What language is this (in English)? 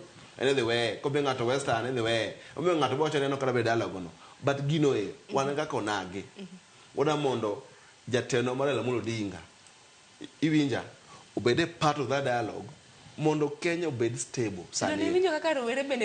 Luo (Kenya and Tanzania)